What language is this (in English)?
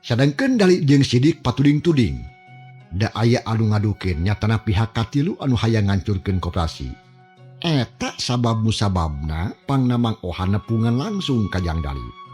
Sundanese